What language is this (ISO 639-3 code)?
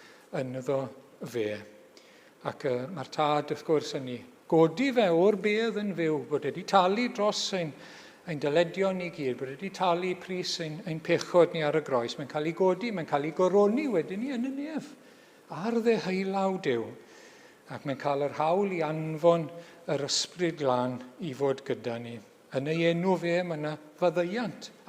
cym